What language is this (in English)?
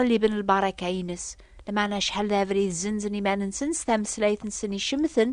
Kabyle